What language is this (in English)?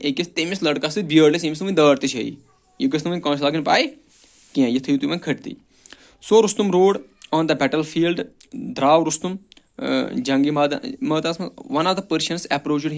Kashmiri